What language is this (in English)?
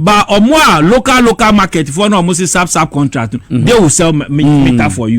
Akan